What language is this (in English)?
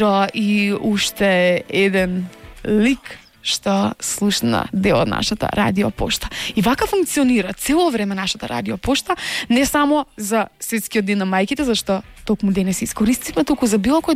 Macedonian